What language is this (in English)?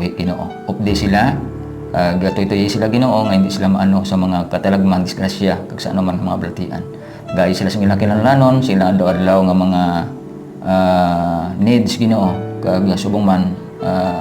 Hiligaynon